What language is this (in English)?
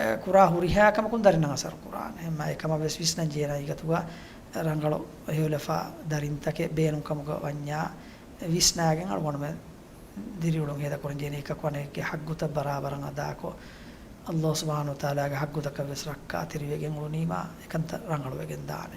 Divehi